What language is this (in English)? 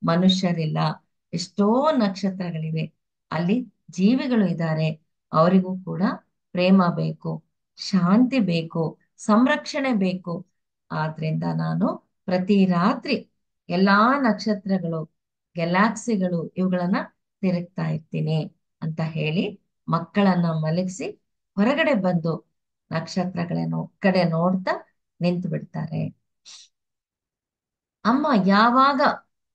Kannada